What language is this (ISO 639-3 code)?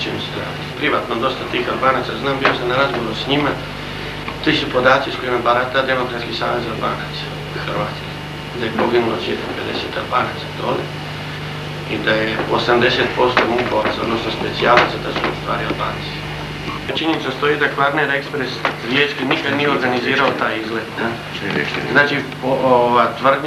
hrv